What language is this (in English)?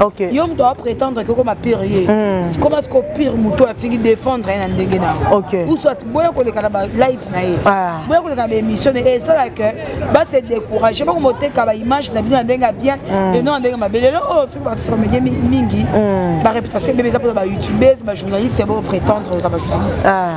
Lingala